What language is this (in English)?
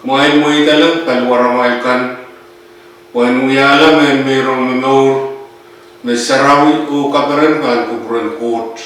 Pohnpeian